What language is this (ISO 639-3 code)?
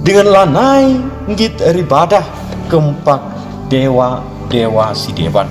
btx